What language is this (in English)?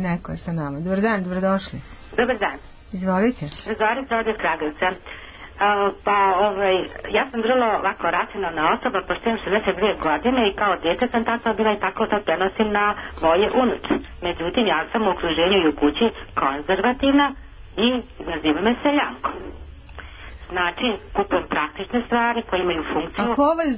Serbian